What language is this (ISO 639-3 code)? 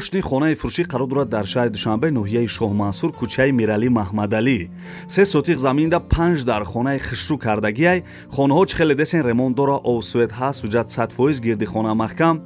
tgk